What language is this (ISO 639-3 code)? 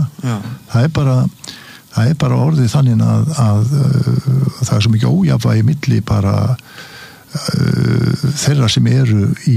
isl